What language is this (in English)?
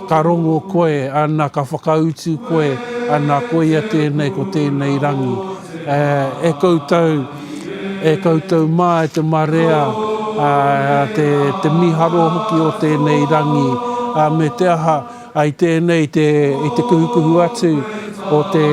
Māori